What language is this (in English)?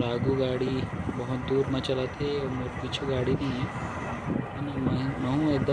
Chhattisgarhi